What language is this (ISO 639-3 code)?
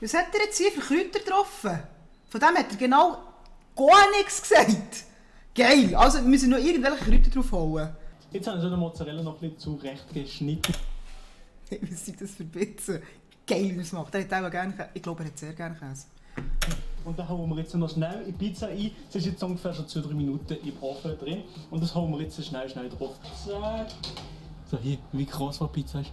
gsw